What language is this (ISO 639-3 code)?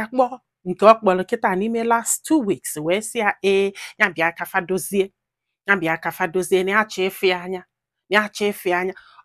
ibo